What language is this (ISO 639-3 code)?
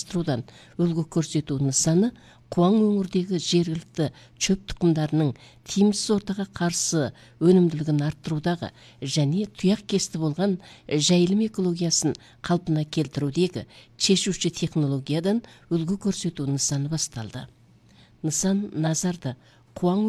kaz